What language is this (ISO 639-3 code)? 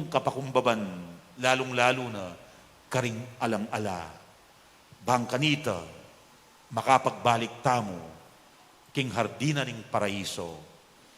pam